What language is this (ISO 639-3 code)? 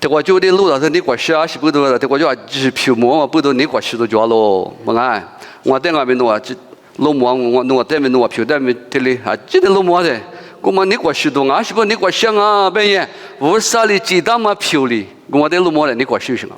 lis